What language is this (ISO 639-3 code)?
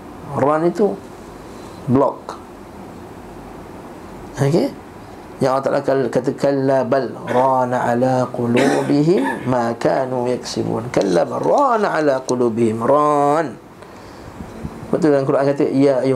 msa